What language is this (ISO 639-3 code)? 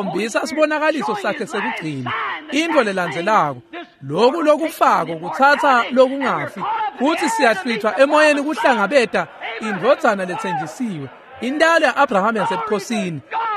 ssw